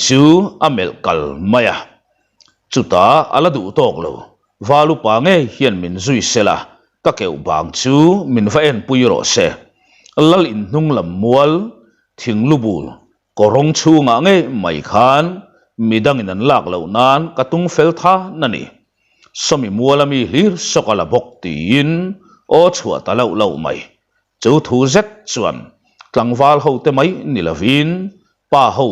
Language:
Mizo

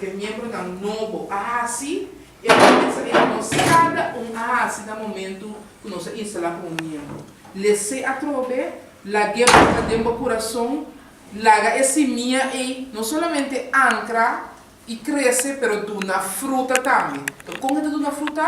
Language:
Papiamento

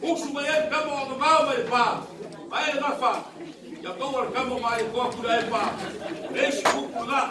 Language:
Samoan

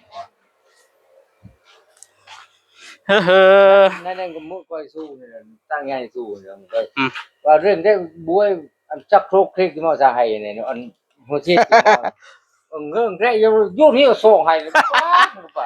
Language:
Northeastern Thai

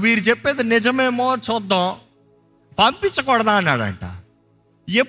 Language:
Telugu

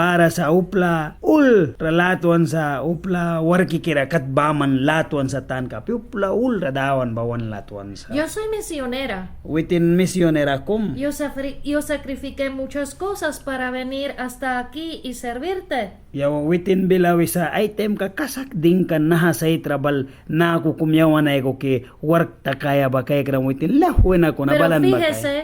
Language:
Mískito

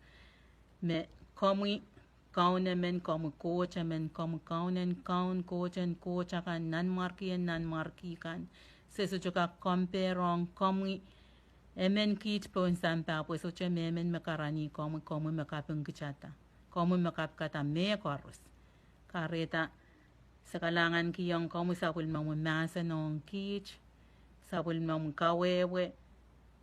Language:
Pohnpeian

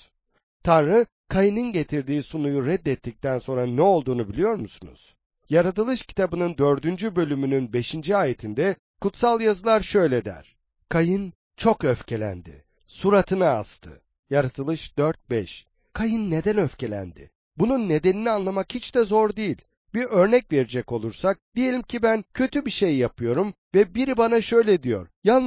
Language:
Turkish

